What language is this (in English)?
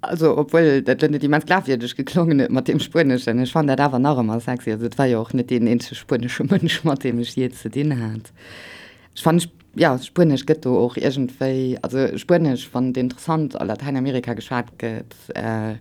Luxembourgish